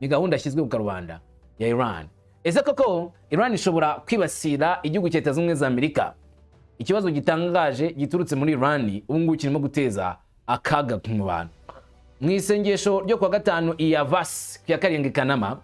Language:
Kinyarwanda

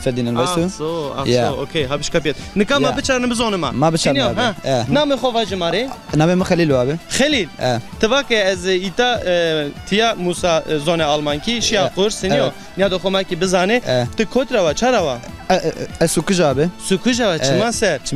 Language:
Zaza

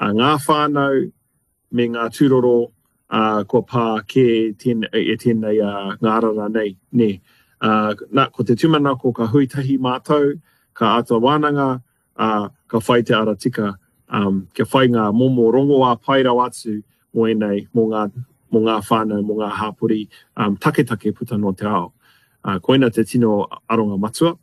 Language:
Māori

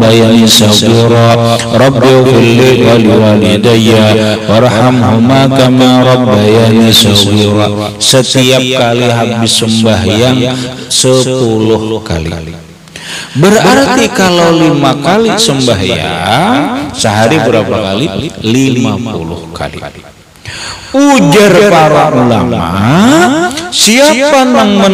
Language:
Indonesian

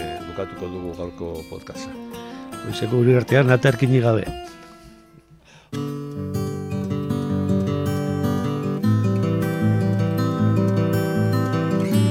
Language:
Basque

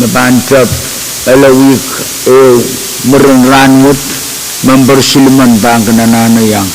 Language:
Pohnpeian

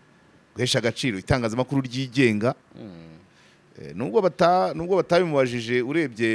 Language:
Kinyarwanda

